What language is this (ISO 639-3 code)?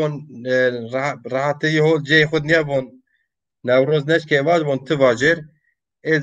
zza